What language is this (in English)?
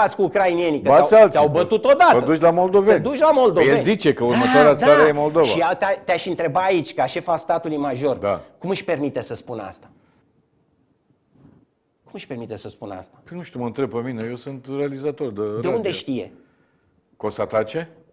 Romanian